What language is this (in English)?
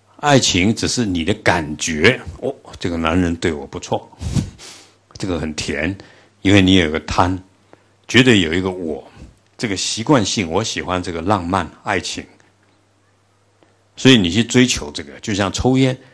Chinese